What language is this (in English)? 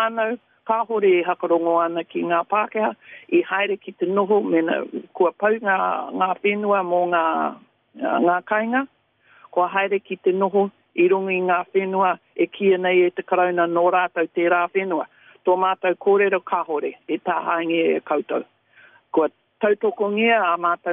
Māori